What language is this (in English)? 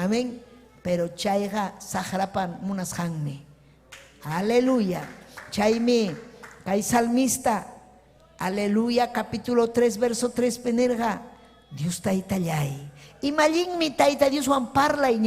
Ayacucho Quechua